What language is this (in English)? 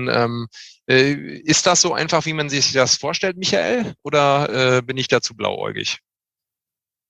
German